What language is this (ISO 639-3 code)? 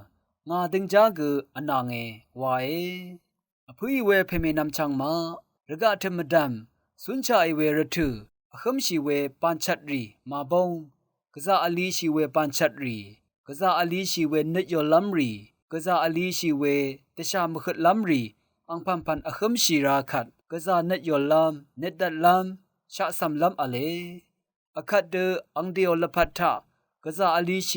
raw